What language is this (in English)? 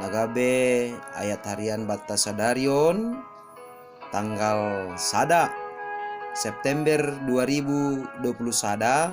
Batak Simalungun